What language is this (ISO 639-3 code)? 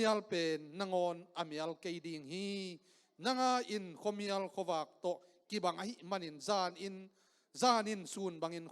ctd